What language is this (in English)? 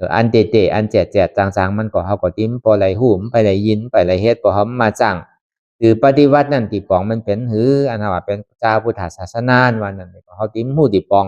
Shan